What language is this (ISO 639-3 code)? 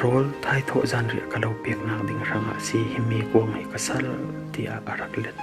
cfm